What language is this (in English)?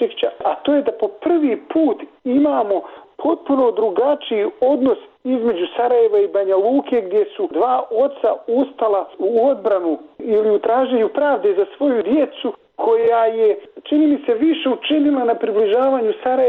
Bosnian